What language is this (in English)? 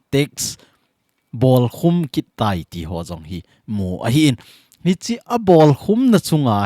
Thado Chin